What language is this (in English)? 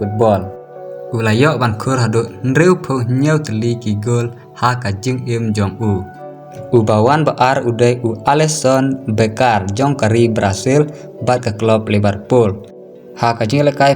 Khasi